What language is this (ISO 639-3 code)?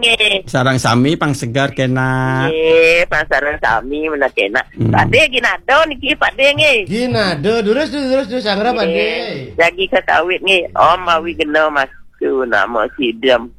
ban